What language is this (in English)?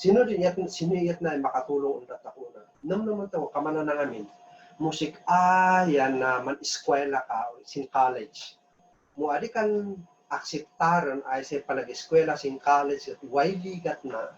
Kankanaey